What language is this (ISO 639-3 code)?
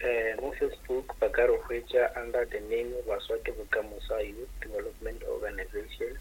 nso